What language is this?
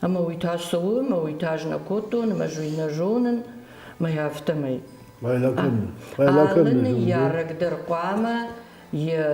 Ossetic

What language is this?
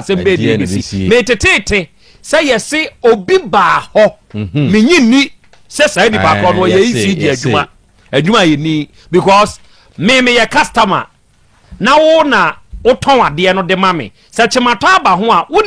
Akan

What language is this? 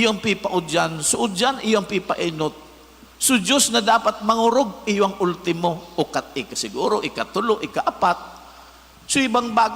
Bikol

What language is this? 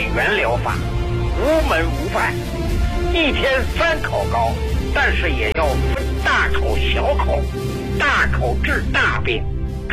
Chinese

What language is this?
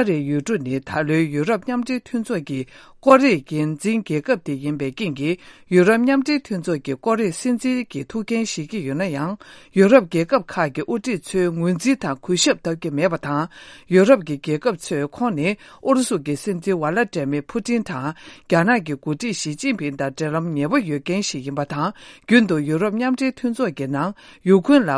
Tibetan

